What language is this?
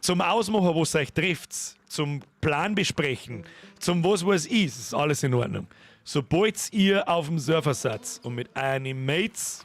Bavarian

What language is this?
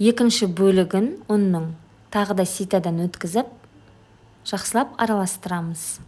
Kazakh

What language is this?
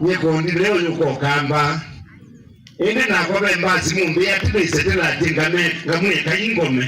Kamba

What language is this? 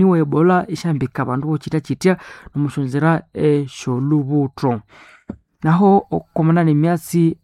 Nande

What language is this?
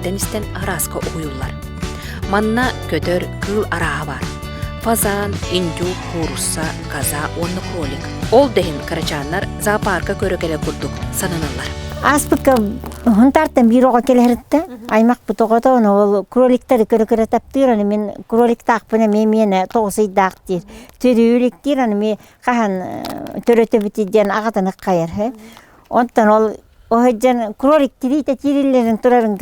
Yakut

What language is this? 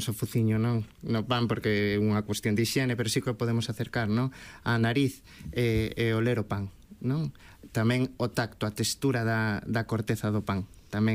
Galician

